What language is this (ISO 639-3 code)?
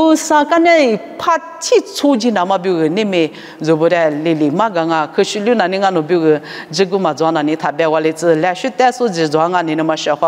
lis